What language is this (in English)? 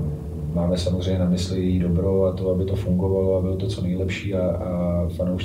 Czech